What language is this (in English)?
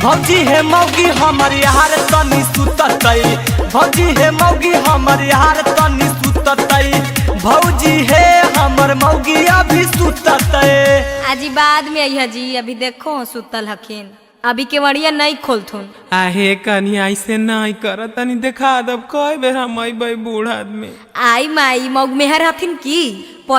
Magahi